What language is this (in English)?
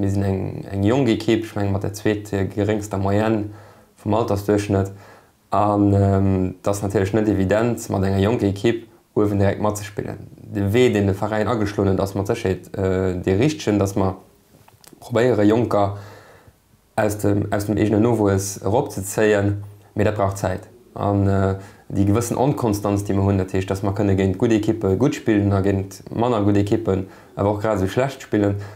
Luxembourgish